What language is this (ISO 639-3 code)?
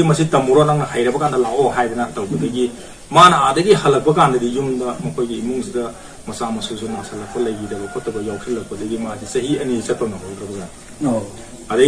mni